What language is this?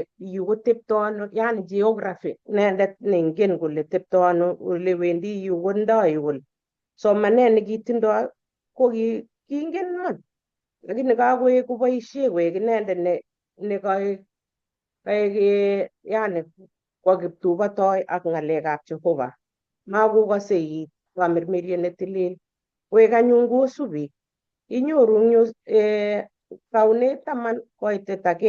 Kalenjin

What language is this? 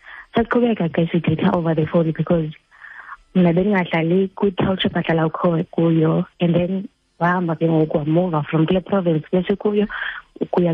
Xhosa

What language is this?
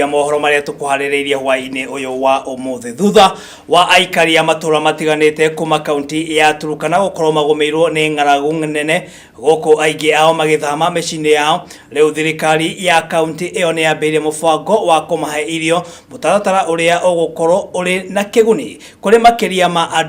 Kikuyu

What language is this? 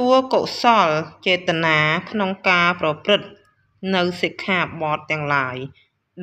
Khmer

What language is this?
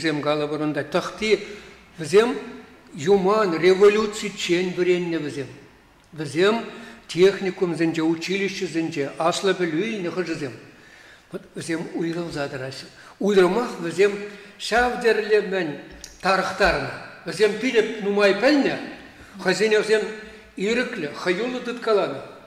Chuvash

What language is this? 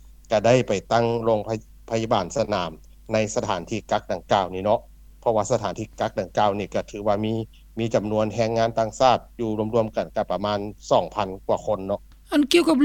Lao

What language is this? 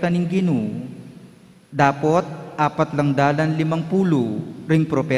Pampanga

